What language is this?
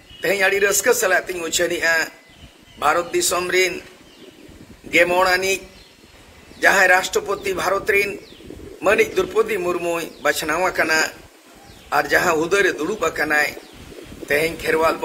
Santali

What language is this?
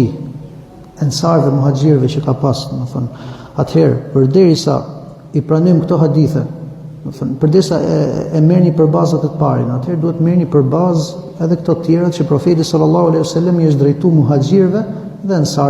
Albanian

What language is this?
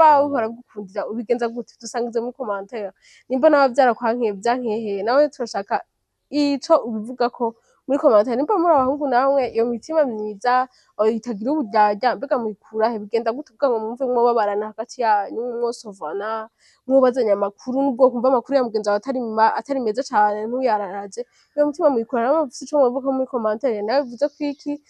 Rundi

